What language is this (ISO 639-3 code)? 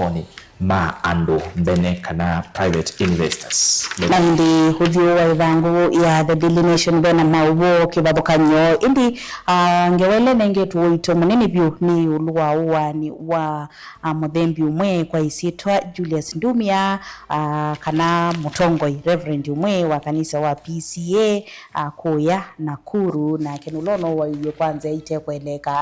kam